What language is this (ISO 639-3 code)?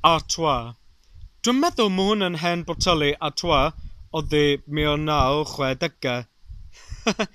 cym